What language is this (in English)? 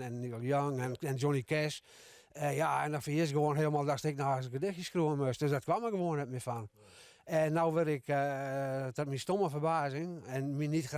Western Frisian